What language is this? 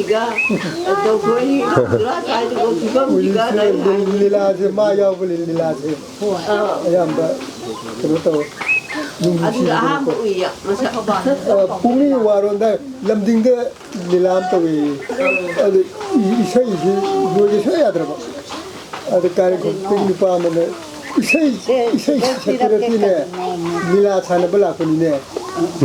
Manipuri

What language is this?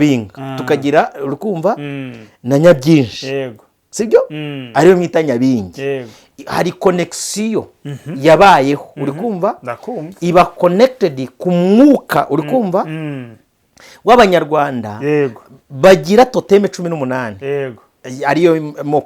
Kinyarwanda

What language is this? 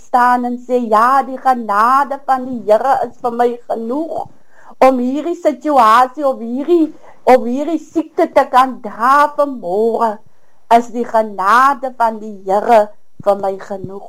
Afrikaans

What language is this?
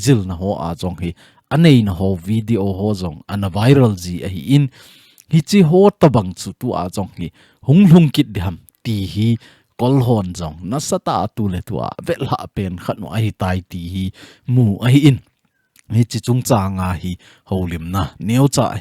Thado Chin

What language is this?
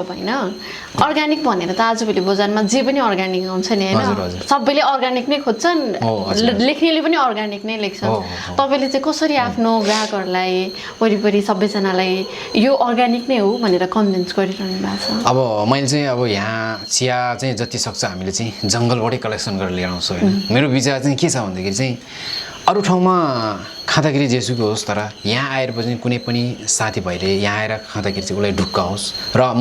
Nepali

